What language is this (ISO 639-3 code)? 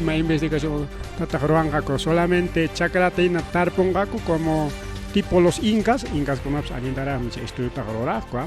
quy